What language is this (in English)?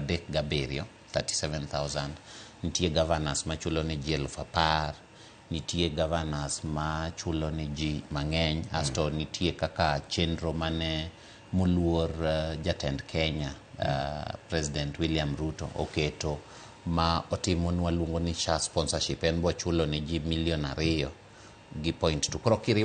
Luo (Kenya and Tanzania)